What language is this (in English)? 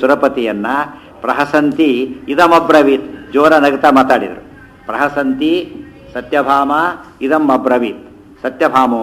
Kannada